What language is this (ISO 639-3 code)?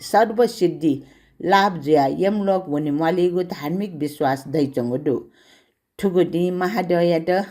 new